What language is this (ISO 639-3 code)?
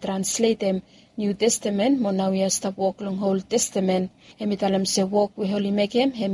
bis